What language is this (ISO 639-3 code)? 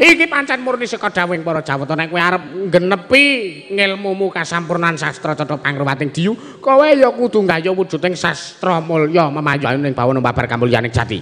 jav